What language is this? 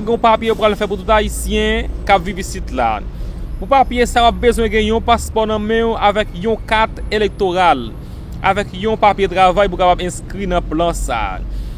Haitian Creole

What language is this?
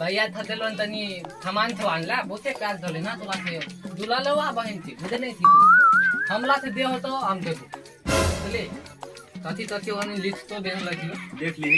Maithili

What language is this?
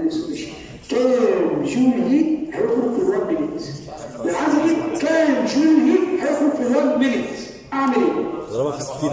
Egyptian Arabic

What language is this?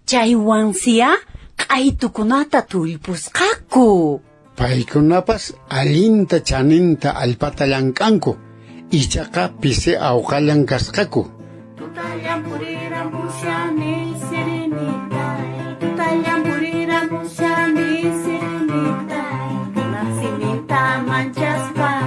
Quechua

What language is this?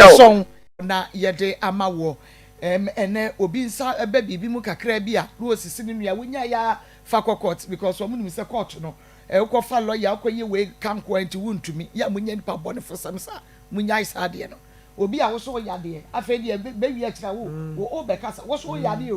Akan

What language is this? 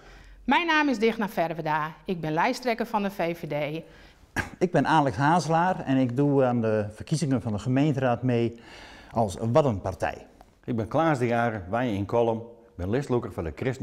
Western Frisian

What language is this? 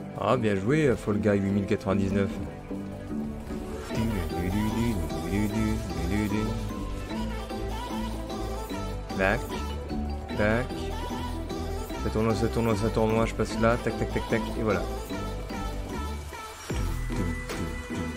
French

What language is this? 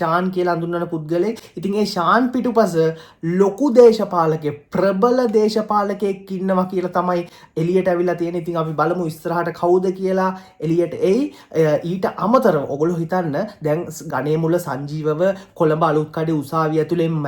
Sinhala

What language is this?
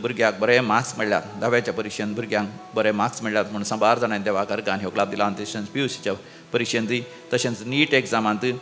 Konkani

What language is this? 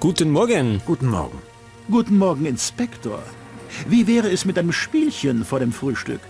Bavarian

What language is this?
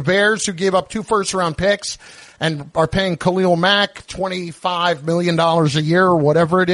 English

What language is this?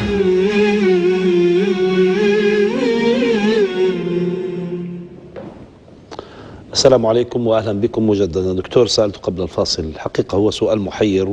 Arabic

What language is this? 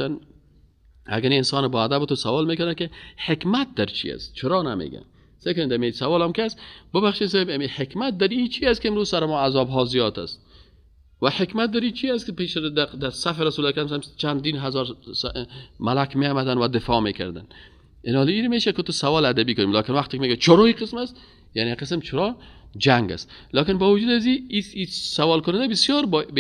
Persian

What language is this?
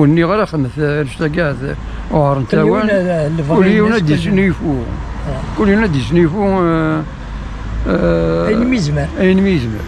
Kabyle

